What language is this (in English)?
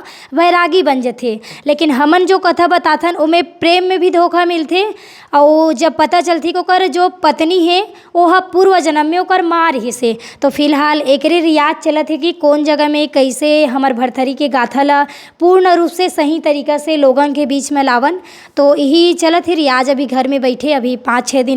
Chhattisgarhi